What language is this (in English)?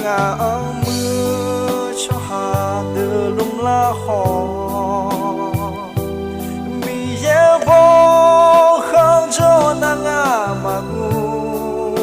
Akha